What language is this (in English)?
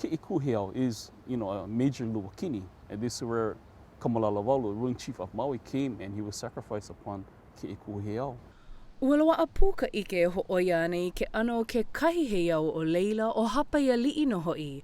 Hawaiian